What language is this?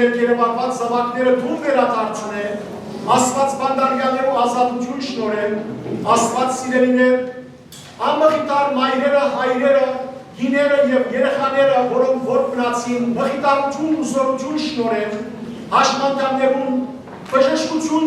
Western Armenian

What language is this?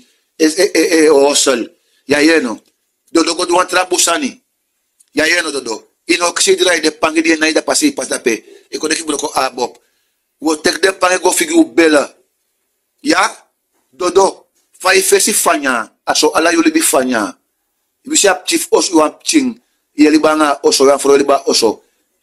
Sranan Tongo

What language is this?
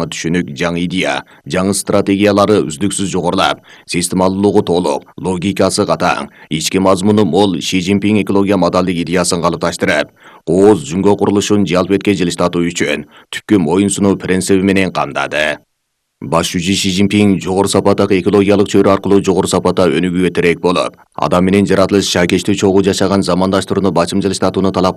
Kyrgyz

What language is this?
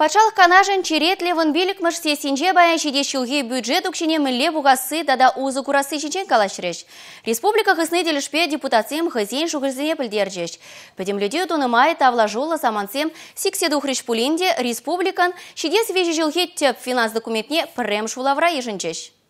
Chuvash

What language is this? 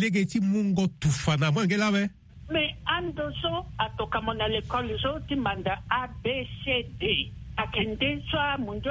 Sango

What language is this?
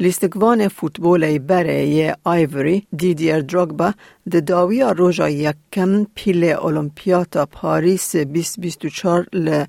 Kurdish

